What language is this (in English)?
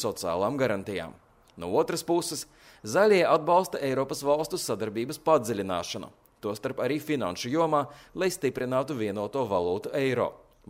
Latvian